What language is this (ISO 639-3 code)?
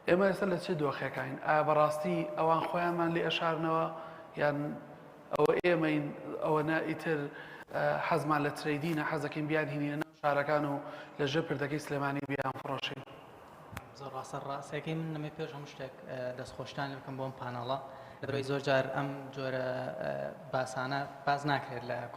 ckb